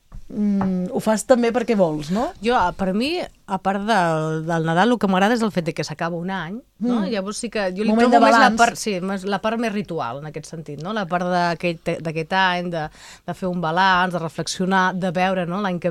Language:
Catalan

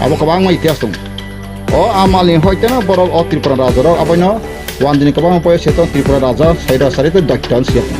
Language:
Kok Borok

